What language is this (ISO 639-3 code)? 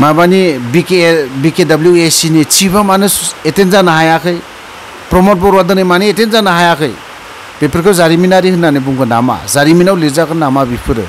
brx